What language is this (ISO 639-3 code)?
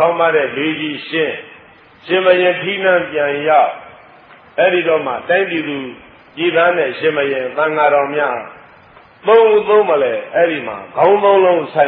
mya